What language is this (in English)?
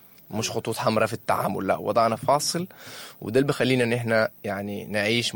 Sudanese Arabic